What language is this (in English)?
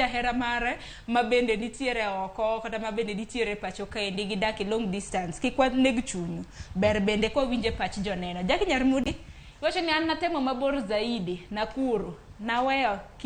Luo (Kenya and Tanzania)